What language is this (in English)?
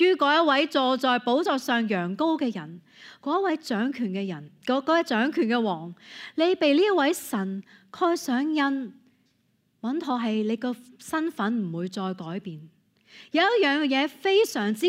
Cantonese